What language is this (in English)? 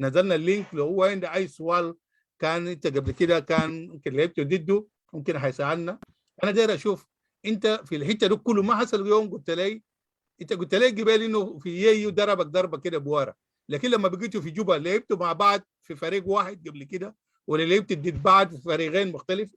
Sudanese Arabic